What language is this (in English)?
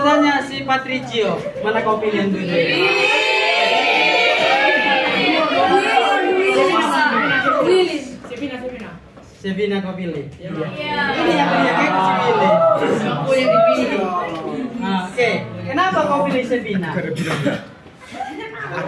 Indonesian